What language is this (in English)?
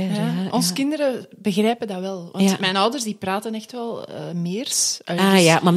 Dutch